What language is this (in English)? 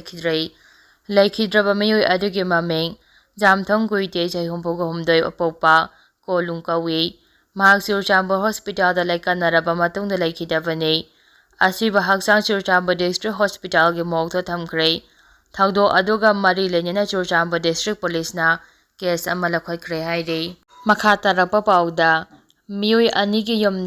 Manipuri